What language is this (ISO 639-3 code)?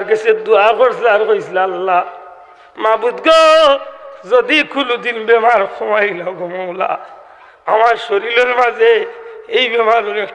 syl